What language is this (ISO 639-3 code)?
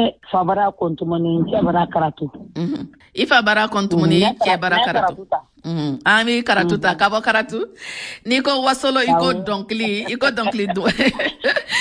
bam